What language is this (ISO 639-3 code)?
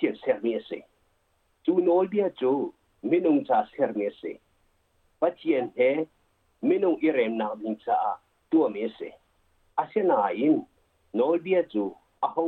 cnh